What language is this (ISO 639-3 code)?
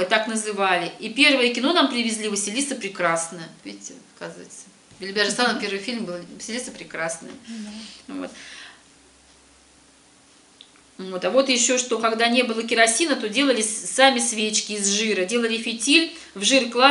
rus